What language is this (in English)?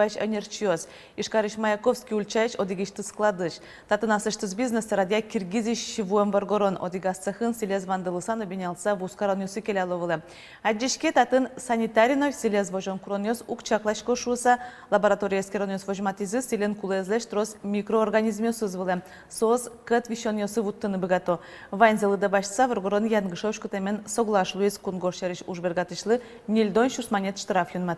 Udmurt